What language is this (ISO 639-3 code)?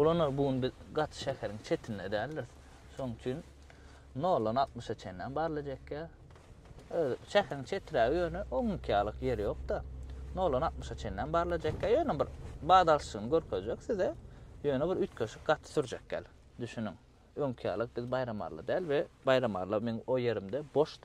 tuk